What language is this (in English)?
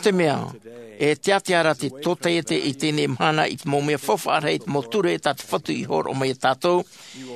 Tahitian